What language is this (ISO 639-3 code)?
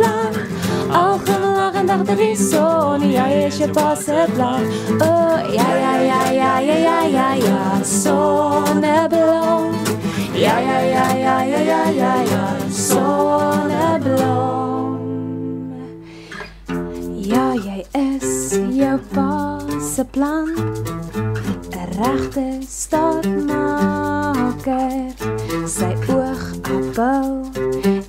afr